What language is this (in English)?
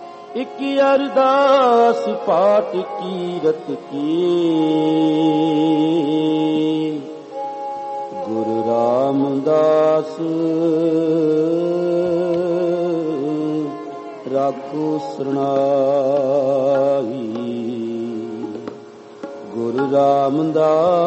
Punjabi